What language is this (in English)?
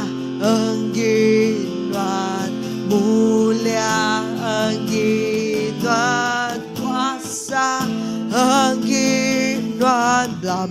Iban